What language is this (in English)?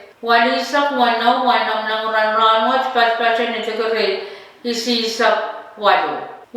Pohnpeian